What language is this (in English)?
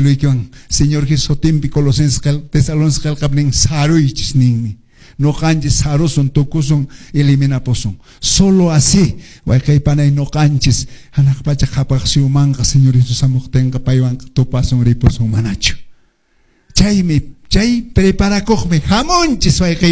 Quechua